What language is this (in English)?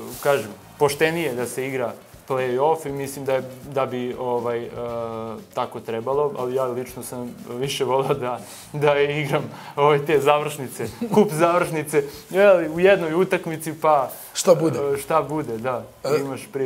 Bosnian